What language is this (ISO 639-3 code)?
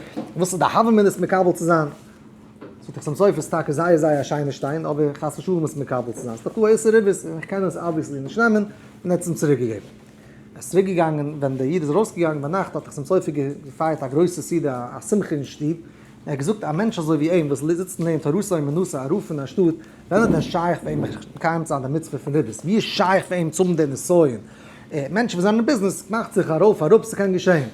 yid